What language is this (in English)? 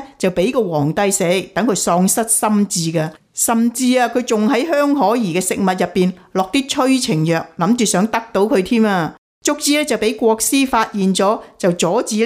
Cantonese